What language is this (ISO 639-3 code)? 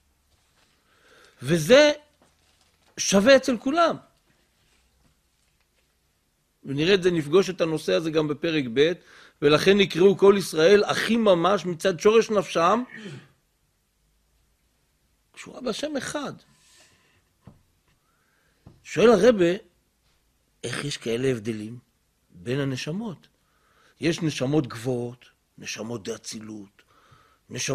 heb